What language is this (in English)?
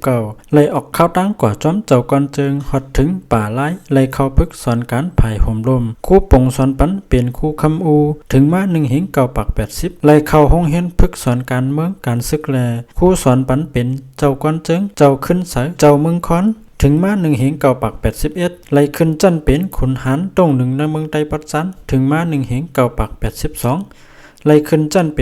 Lao